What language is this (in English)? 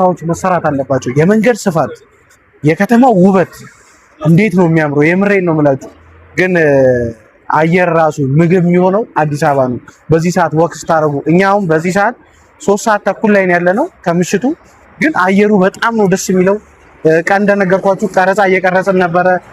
Amharic